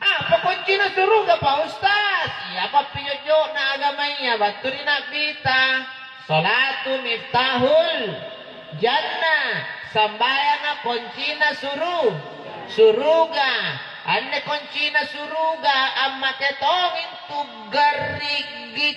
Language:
Makasar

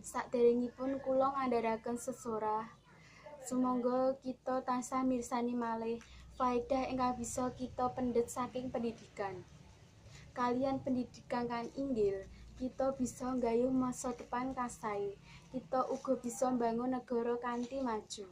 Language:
Javanese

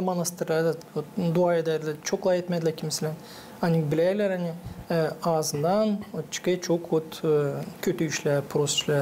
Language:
Gagauz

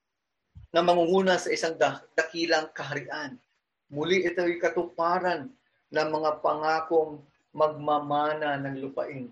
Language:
Filipino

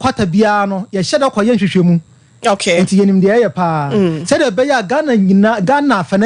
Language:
Akan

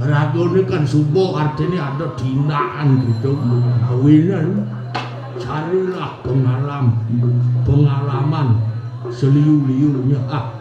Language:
Balinese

